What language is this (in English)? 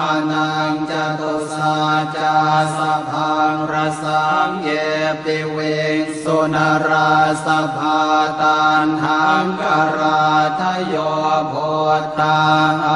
Pali